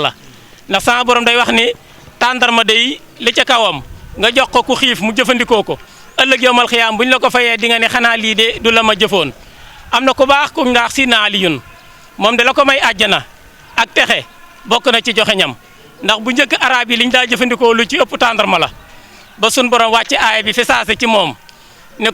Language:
Wolof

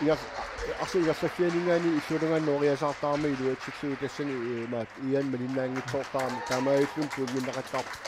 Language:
Kalaallisut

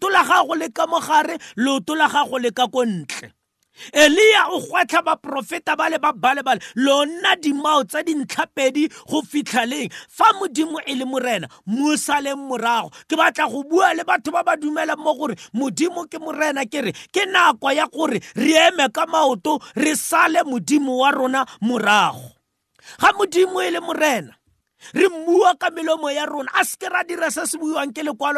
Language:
Tswana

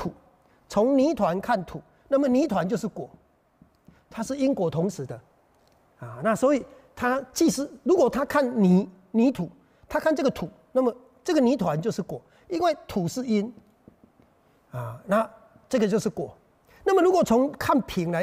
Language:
Chinese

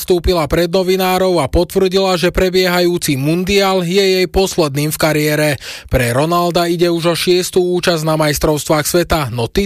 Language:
Slovak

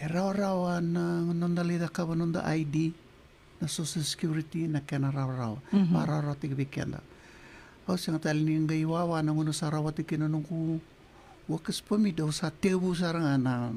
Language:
Fijian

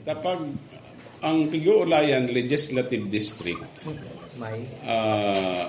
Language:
Bikol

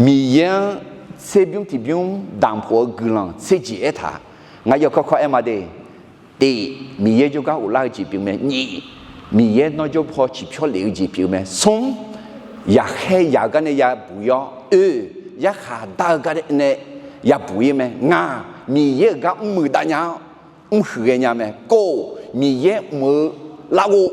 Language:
Akha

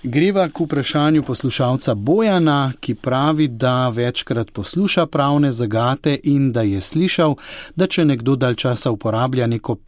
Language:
Slovenian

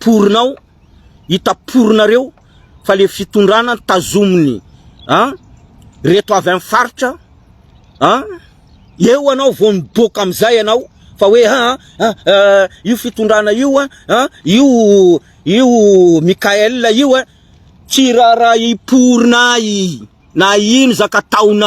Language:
Malagasy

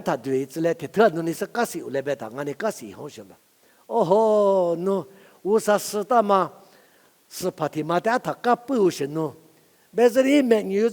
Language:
Lisu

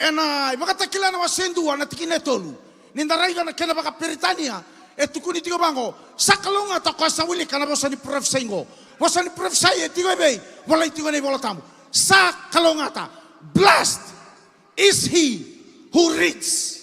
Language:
Fijian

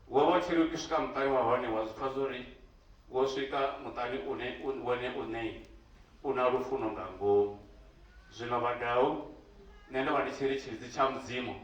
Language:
Venda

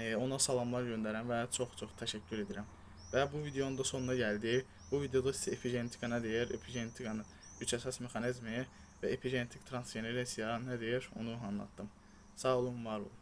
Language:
Azerbaijani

